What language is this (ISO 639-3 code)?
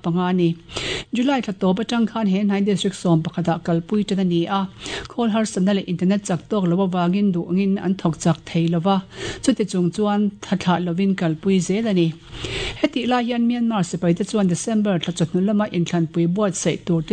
lus